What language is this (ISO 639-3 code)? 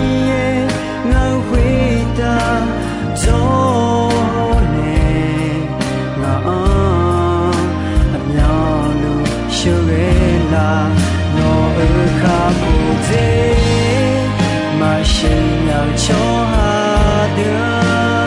ahk